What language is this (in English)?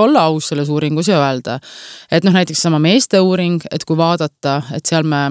Estonian